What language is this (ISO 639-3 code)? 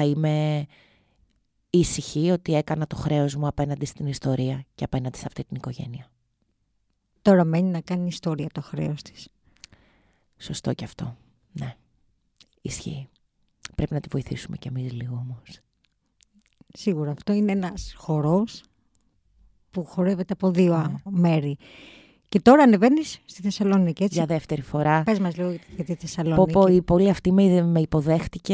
ell